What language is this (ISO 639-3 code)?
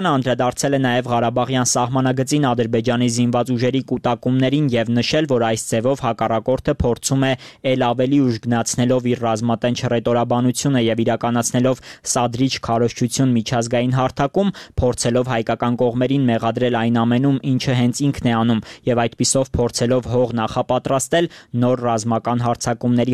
hye